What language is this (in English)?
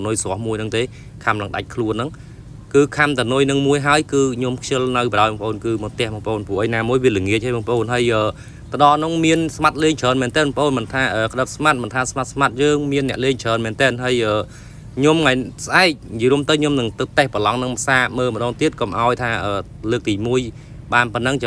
Khmer